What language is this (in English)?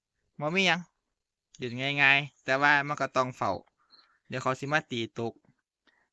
Northeastern Thai